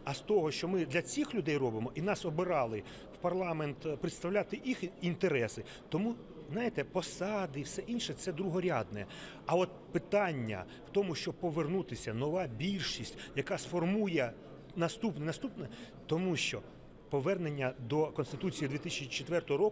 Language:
Ukrainian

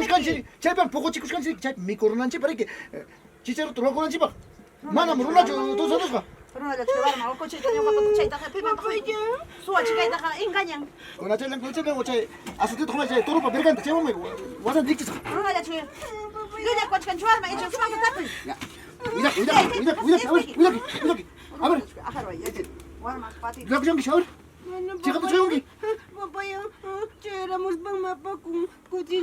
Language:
Ayacucho Quechua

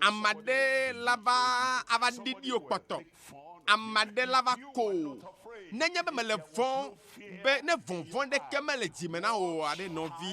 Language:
Ewe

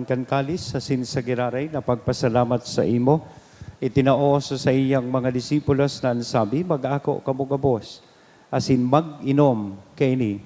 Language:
Bikol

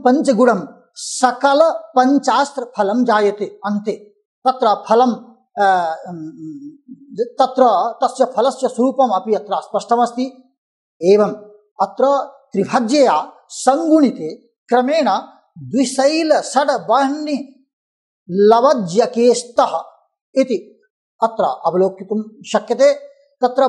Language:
Sanskrit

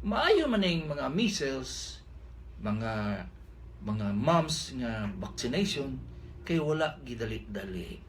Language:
Cebuano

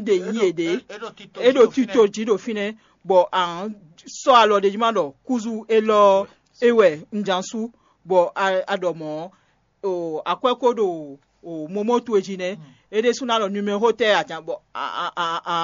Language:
Fon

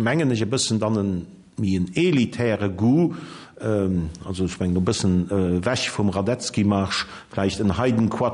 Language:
Luxembourgish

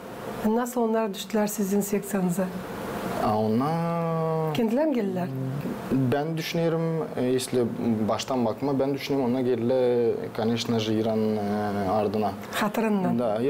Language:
Gagauz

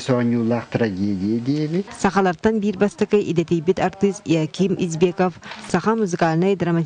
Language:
Yakut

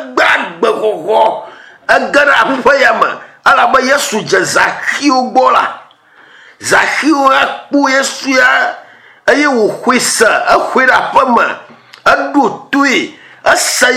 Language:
Ewe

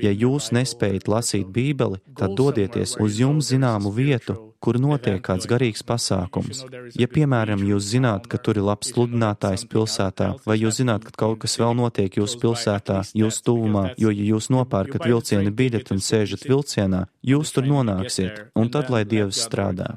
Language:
Latvian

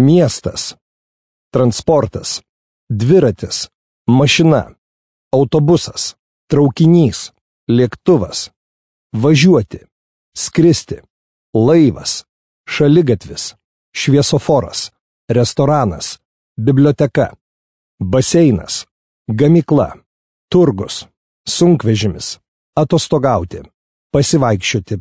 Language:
Lithuanian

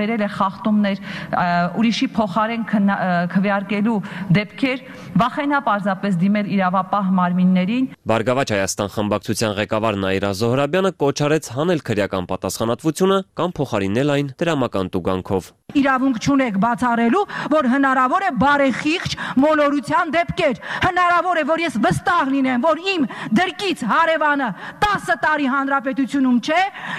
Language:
Armenian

